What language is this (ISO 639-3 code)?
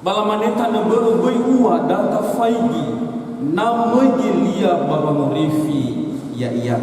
nia